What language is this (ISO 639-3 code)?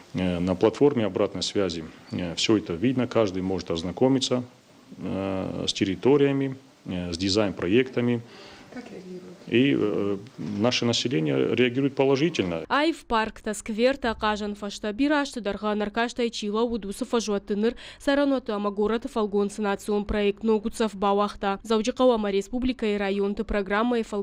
oss